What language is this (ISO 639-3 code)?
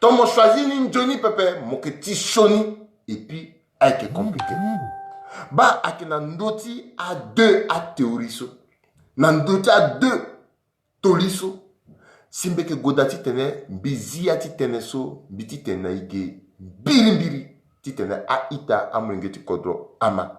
sag